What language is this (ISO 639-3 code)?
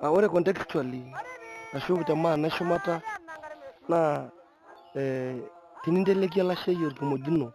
mas